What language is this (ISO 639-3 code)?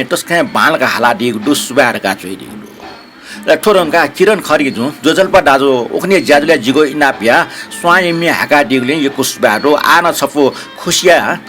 new